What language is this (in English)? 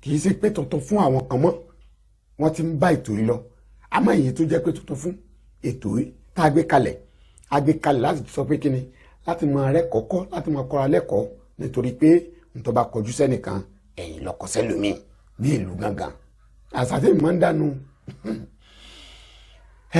Yoruba